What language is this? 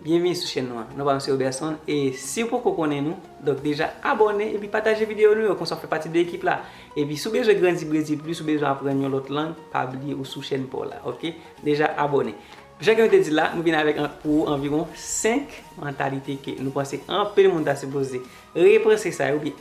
Haitian Creole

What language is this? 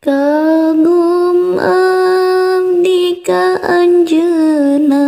Sundanese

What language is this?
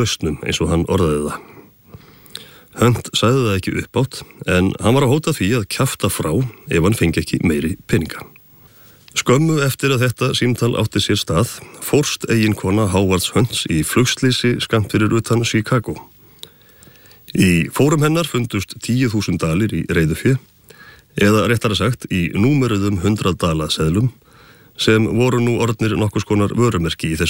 Icelandic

